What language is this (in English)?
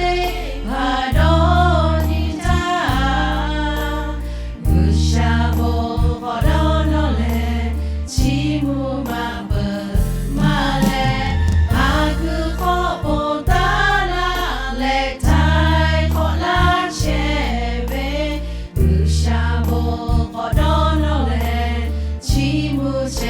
Lahu